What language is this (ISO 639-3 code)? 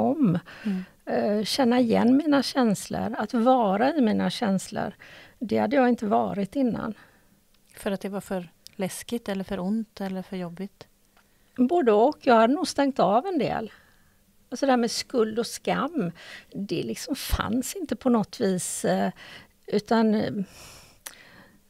swe